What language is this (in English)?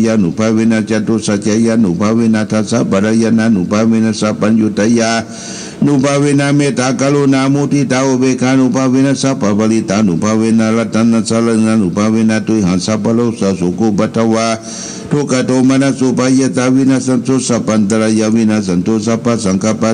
Pali